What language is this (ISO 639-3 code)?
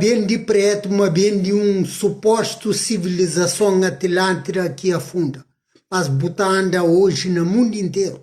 kea